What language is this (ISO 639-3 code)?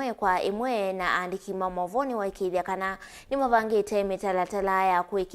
kam